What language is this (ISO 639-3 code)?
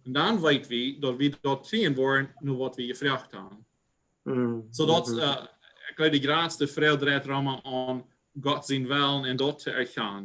pdt